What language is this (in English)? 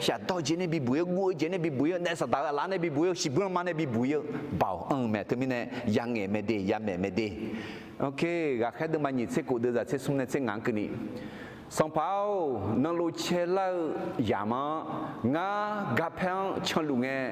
Akha